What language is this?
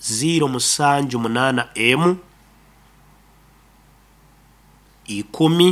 Nyoro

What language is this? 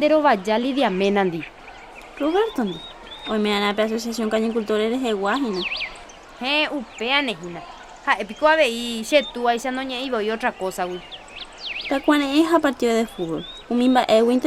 Guarani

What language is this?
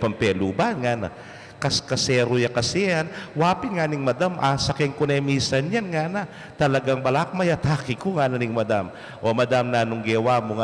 Pampanga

